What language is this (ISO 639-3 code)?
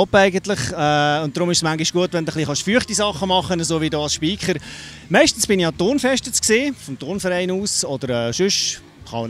gsw